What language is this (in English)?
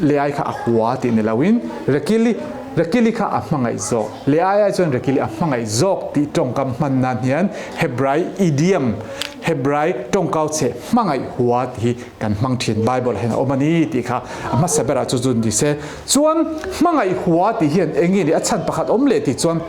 Mizo